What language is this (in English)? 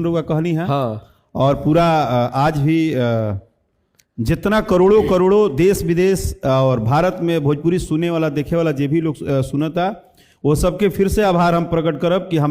Bhojpuri